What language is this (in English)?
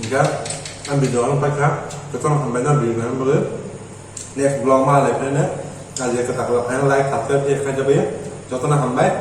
Kok Borok